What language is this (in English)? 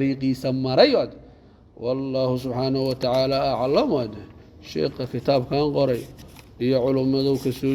Somali